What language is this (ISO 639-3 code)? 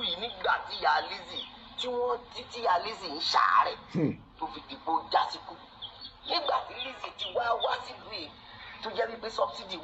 yor